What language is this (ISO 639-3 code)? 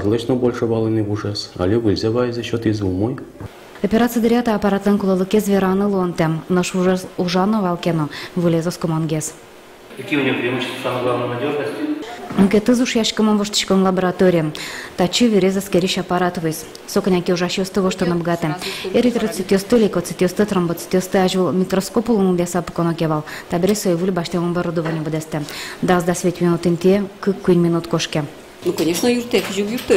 udm